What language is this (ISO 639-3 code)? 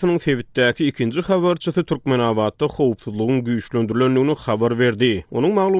tuk